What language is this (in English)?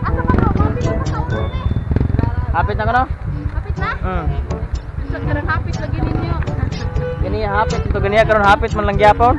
Cebuano